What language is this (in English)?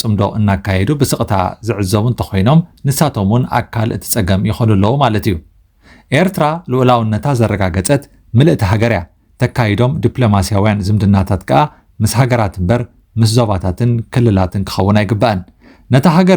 Tigrinya